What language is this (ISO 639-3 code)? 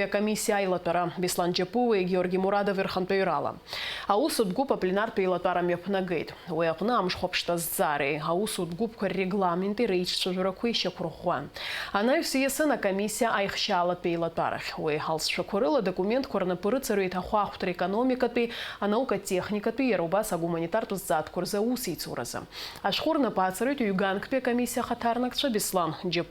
abk